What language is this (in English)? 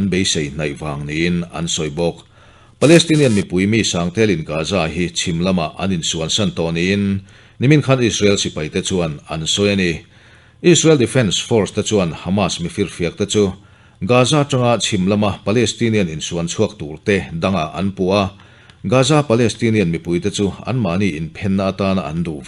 Mizo